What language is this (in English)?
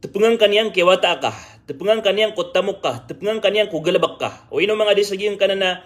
Maranao